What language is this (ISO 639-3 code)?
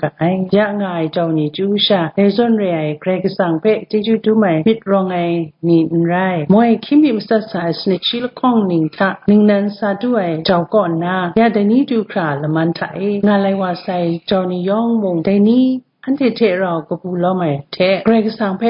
kac